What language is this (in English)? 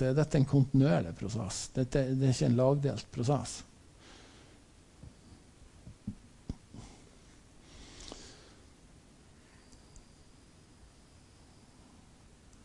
Norwegian